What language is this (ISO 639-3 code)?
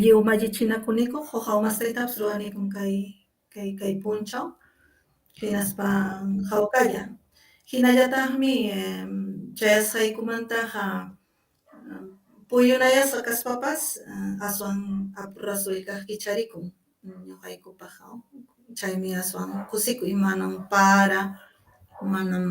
quy